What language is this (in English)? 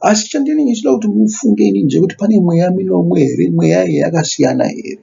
Shona